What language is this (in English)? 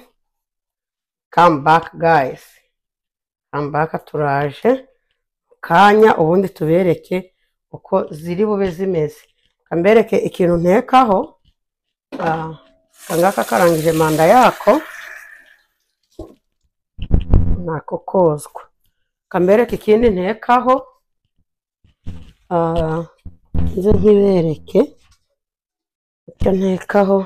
Kinyarwanda